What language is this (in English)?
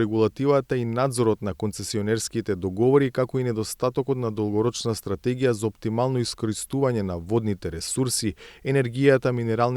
Macedonian